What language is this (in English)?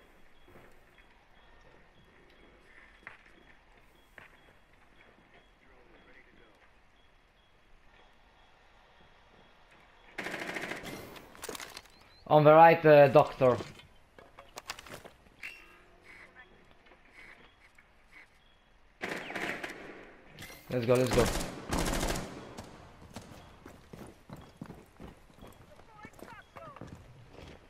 Italian